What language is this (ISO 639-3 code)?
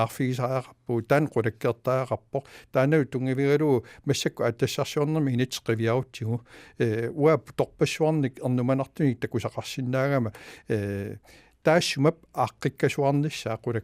kal